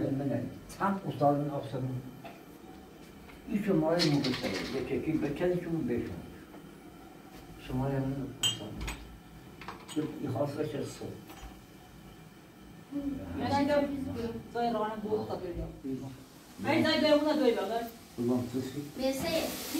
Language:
Persian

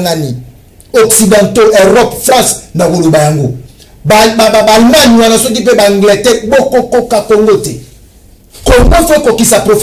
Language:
Lingala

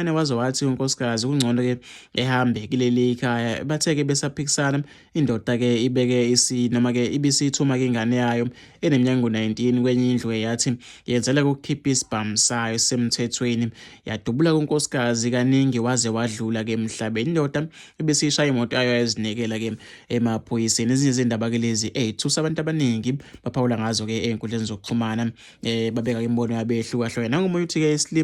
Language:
Zulu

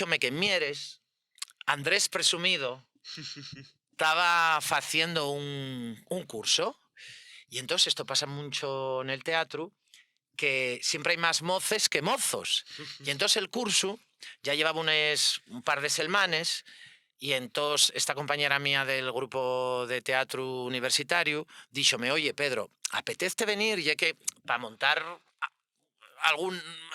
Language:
Asturian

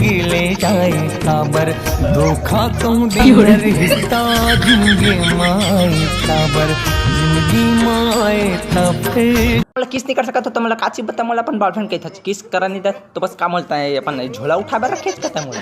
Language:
Chhattisgarhi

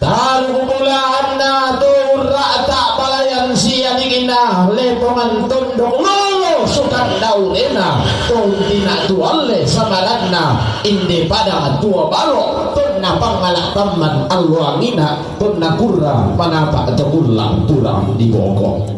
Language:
Toraja-Sa'dan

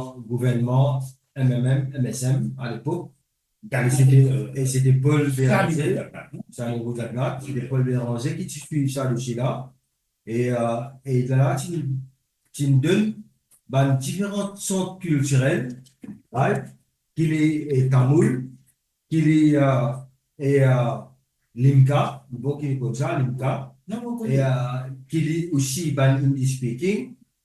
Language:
Morisyen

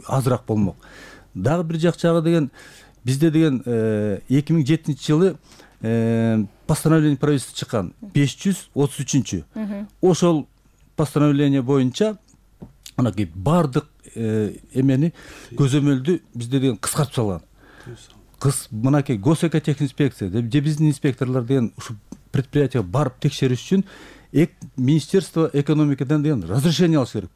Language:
Kyrgyz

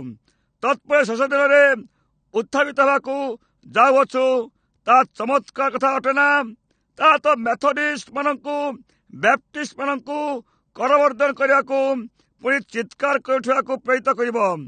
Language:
Odia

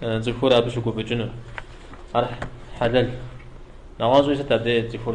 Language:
Kabardian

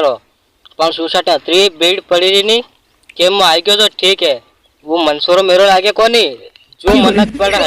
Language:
Rajasthani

